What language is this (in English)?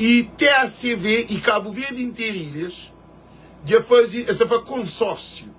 Kabuverdianu